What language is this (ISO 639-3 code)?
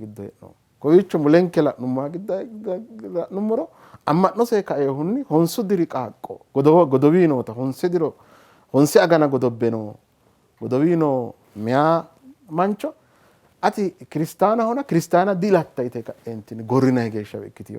sid